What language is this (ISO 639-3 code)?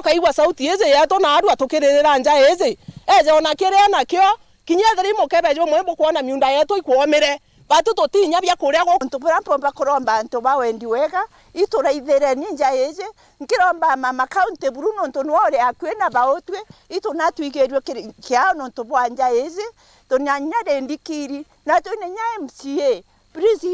mer